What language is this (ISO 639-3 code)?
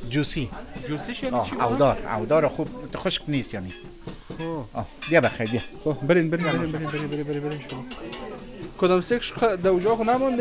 fas